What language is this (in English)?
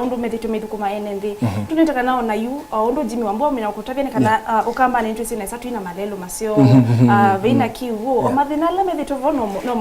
Kamba